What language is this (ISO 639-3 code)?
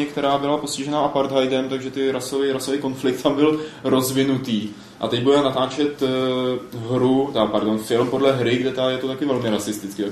ces